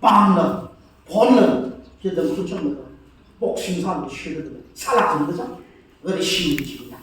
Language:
Tangkhul Naga (India)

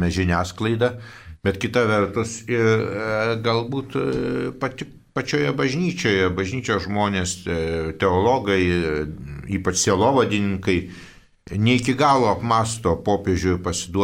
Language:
Lithuanian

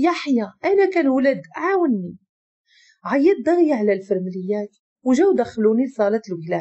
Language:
Moroccan Arabic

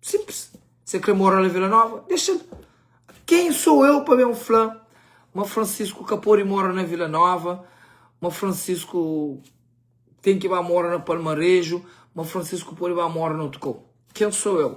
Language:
Kabuverdianu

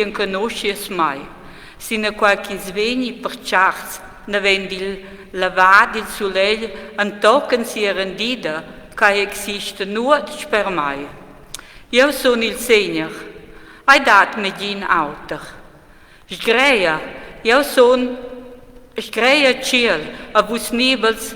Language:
Romansh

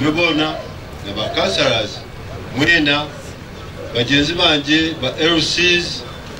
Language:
Nyankole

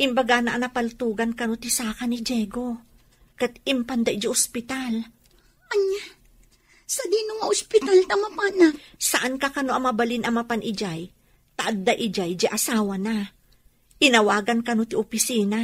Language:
Iloko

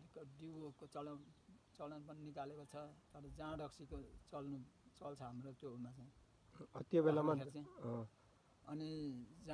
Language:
Nepali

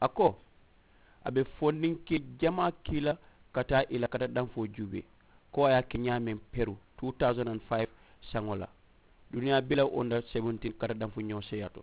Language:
Mandingo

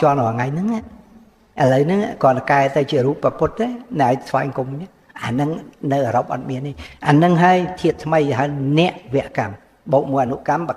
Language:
Khmer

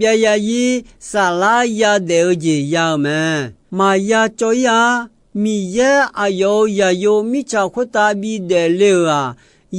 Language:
Akha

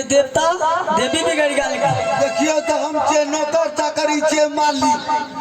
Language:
Maithili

